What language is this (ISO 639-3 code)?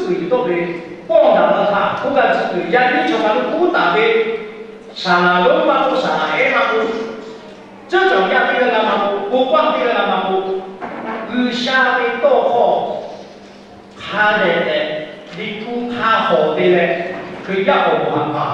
lhu